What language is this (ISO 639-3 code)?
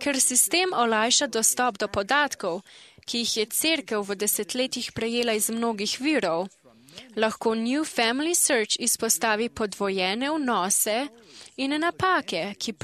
slv